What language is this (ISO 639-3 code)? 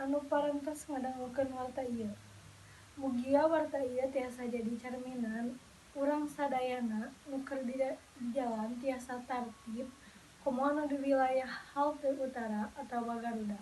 sun